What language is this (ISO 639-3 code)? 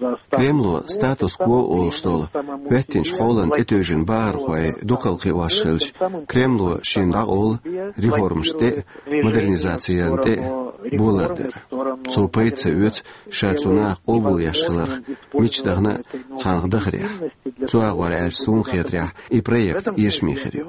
che